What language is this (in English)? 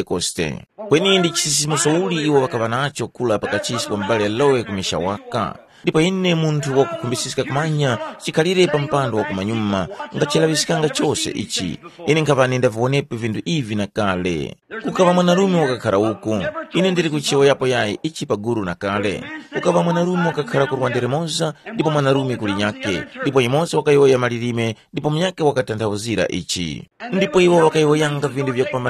Tumbuka